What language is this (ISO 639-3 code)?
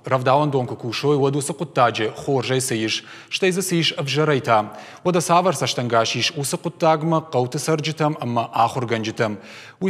oss